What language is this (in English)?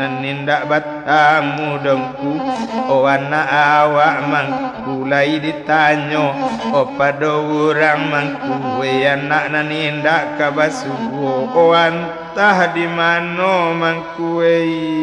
Minangkabau